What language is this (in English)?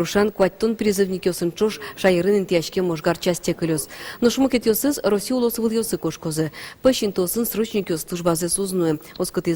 Udmurt